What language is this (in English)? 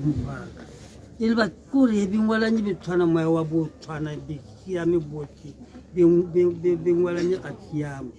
Tswana